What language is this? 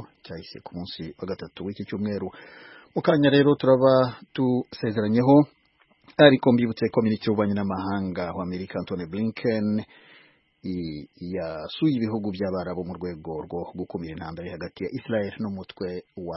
Kinyarwanda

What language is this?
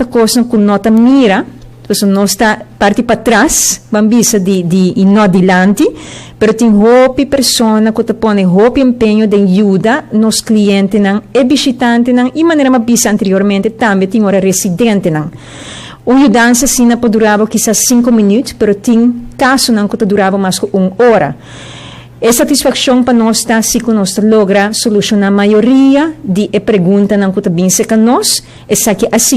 Papiamento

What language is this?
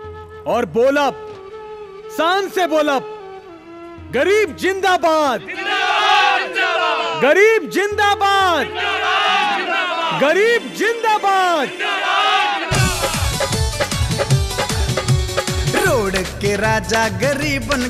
Bhojpuri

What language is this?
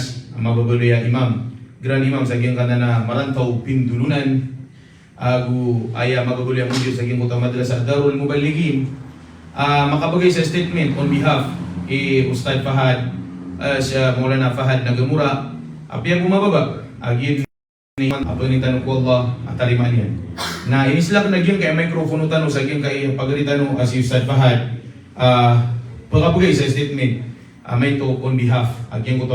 Maranao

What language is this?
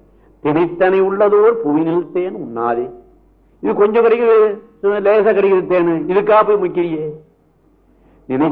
Tamil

